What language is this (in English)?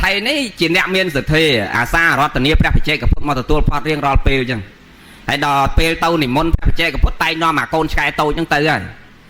Khmer